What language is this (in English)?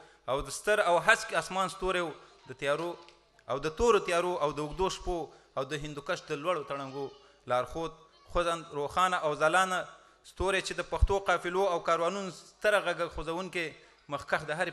Pashto